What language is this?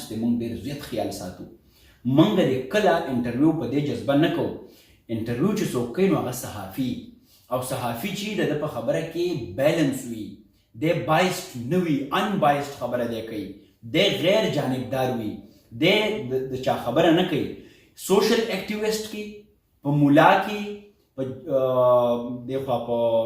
Pashto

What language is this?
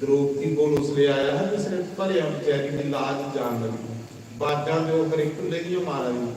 Dogri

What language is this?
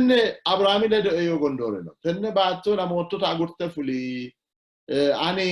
Sidamo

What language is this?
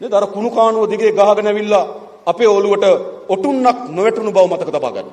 Sinhala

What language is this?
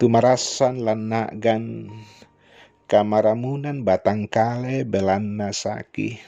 Toraja-Sa'dan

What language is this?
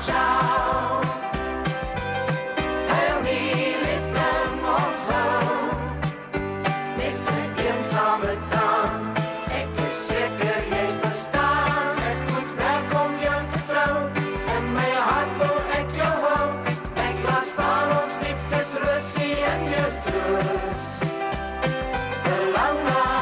Afrikaans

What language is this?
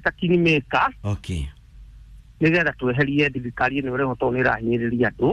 Kikuyu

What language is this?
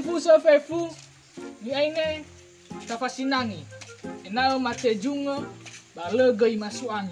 Nias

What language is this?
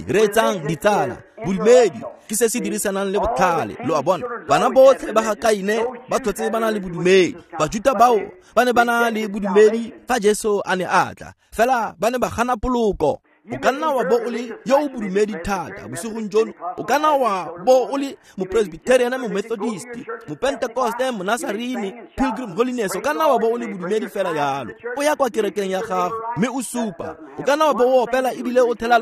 Tswana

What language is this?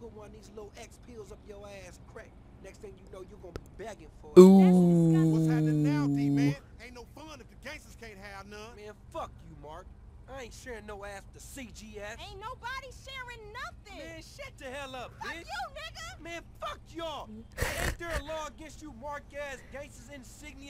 Danish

